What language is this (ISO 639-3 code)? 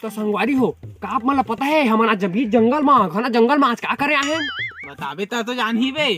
hne